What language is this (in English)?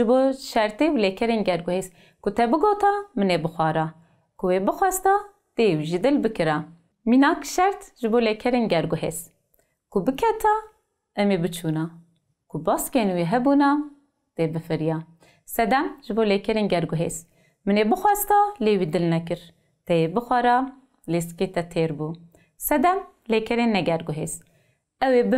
Kurdish